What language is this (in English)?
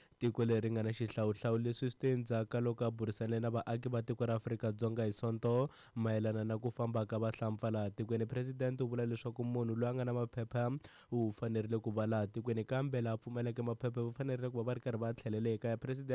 Tsonga